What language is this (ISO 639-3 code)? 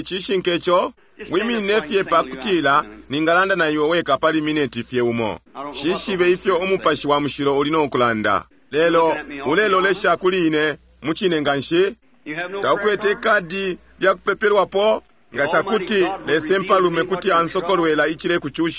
bem